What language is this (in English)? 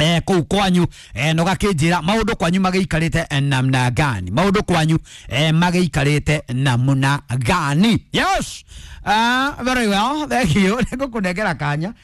Kikuyu